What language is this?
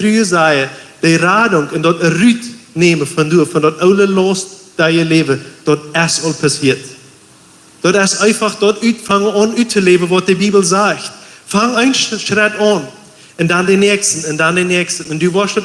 Plautdietsch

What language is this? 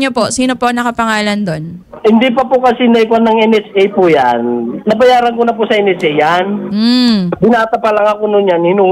Filipino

